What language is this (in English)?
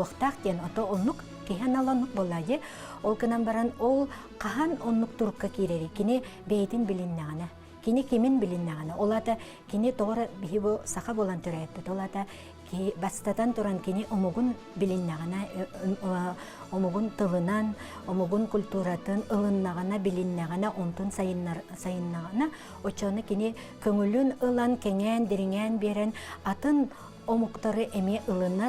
Yakut